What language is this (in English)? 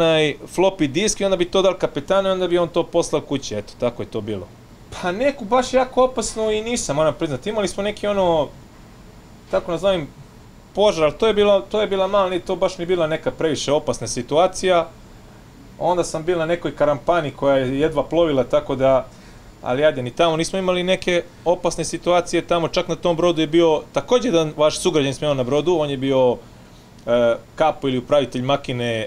Croatian